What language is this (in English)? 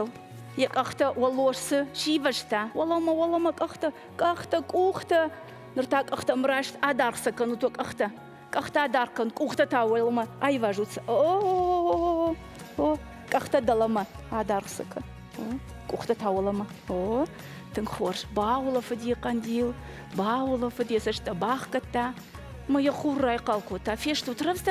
Ossetic